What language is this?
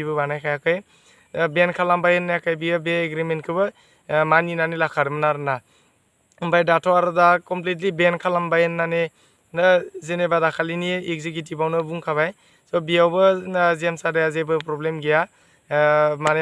Bodo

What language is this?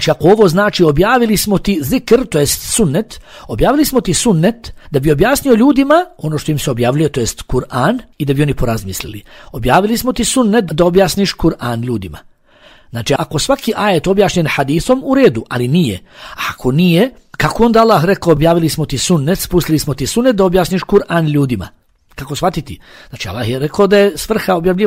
Bosnian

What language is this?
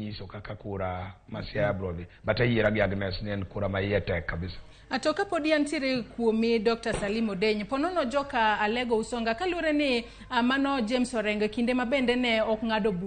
Luo (Kenya and Tanzania)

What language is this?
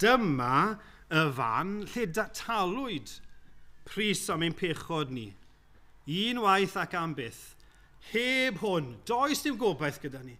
Welsh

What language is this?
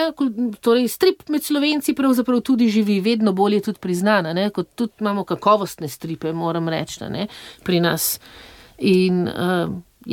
Slovenian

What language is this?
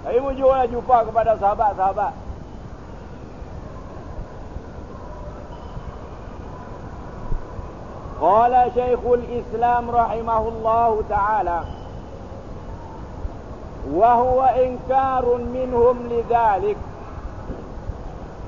Malay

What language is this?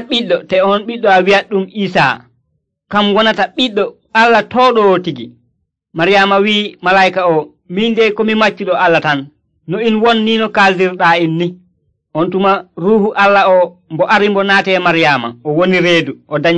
Nigerian Fulfulde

